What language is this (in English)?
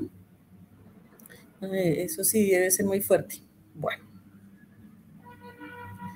Spanish